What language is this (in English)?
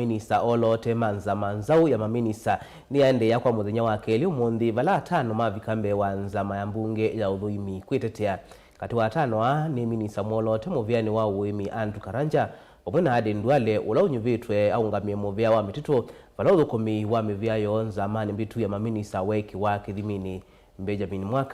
Kamba